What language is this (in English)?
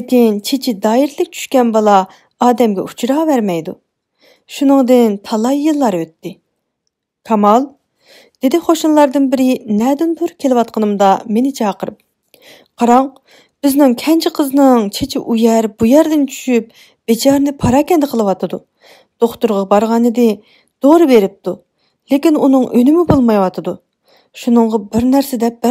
Uyghur